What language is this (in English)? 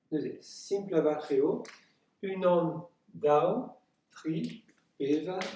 Breton